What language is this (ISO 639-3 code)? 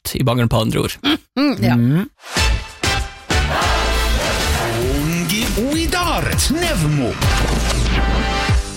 nor